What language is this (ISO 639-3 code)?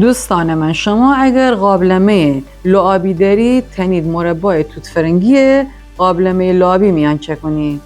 glk